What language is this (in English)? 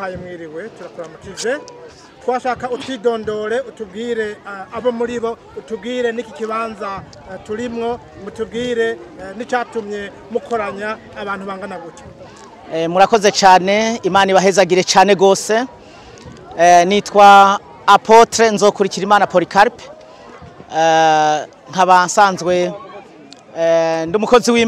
Rundi